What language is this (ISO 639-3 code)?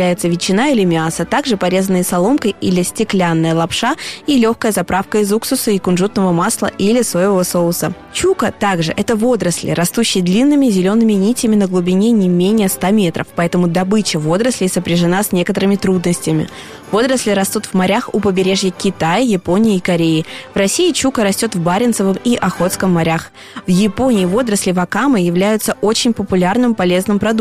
rus